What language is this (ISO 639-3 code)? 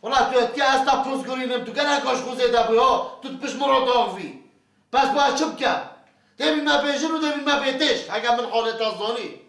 kur